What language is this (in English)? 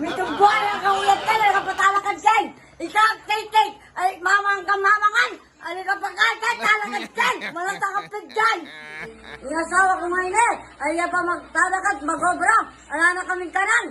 Pampanga